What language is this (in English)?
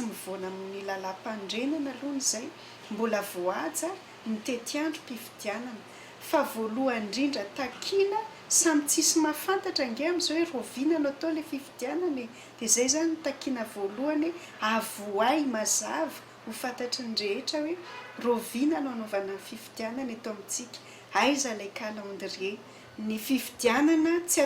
Malagasy